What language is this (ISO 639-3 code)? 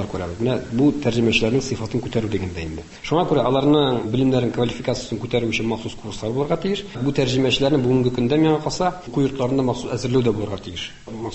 tat